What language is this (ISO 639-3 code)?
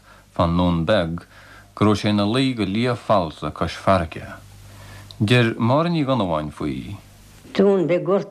gle